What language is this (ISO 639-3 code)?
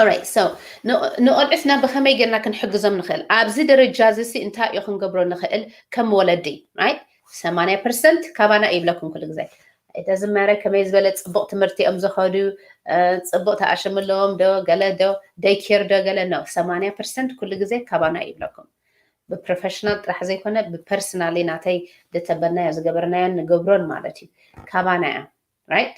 tir